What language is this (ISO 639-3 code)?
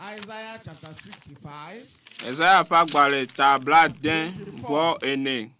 ewe